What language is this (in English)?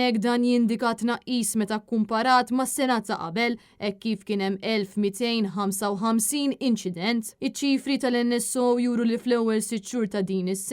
Maltese